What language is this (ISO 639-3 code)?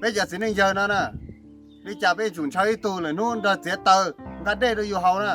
hmn